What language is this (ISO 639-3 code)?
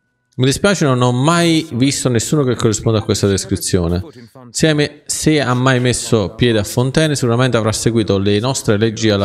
ita